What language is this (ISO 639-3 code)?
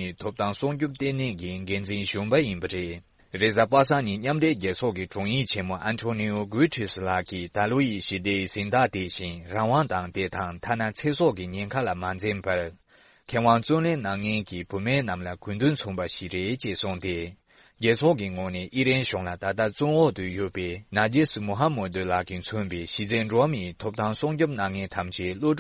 bod